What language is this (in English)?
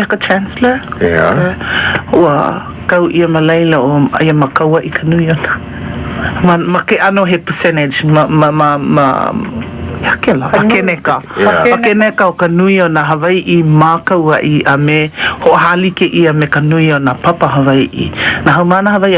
Hawaiian